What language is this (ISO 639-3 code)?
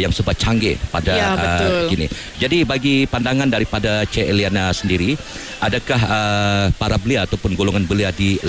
msa